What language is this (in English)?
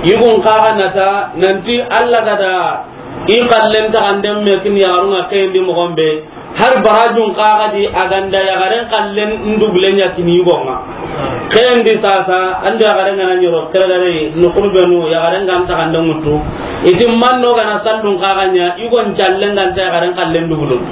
Soninke